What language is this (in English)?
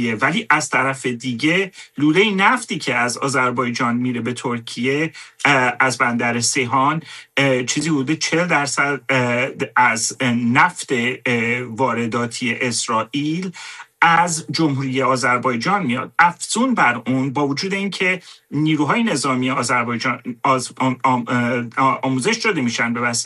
Persian